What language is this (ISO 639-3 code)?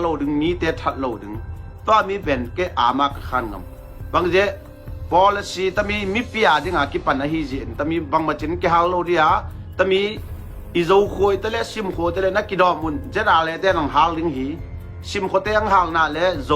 ctd